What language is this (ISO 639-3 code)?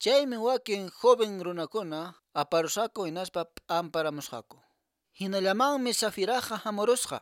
que